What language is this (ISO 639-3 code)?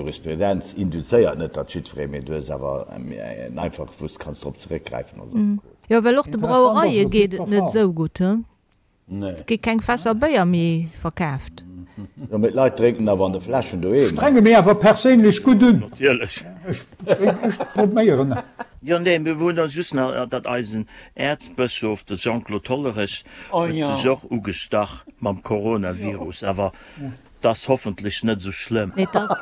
ltz